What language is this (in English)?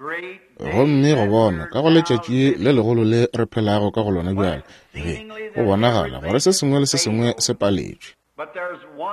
Northern Sotho